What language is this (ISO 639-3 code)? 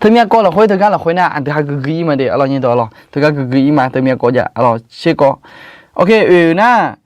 ahk